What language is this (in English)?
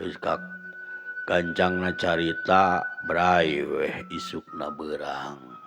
Sundanese